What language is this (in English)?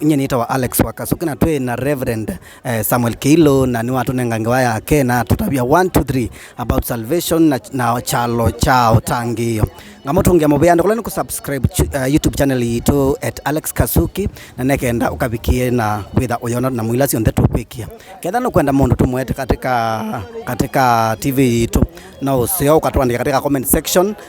Kamba